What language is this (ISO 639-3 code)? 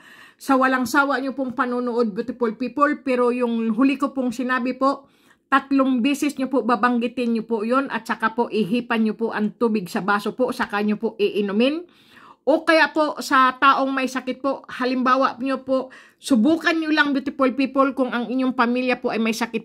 fil